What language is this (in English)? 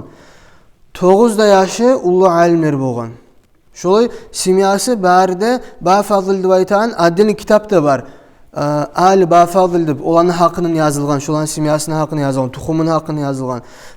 Kumyk